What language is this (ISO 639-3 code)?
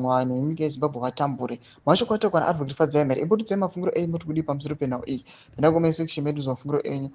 sna